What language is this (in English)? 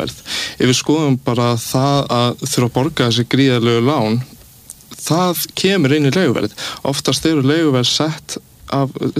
Icelandic